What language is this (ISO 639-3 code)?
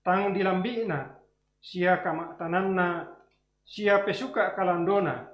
sda